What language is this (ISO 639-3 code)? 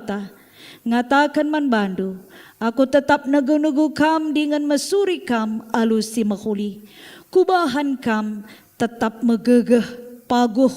btx